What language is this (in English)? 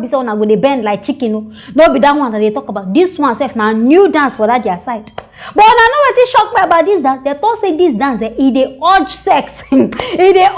Nigerian Pidgin